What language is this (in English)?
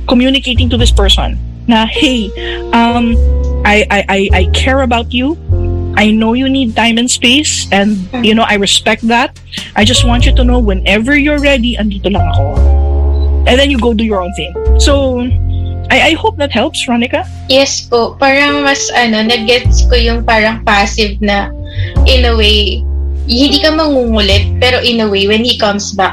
Filipino